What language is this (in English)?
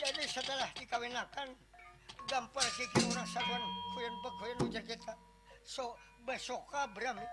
Banjar